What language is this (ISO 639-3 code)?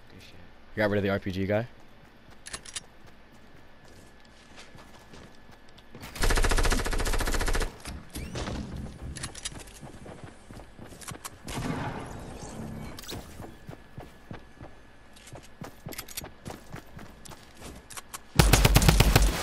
eng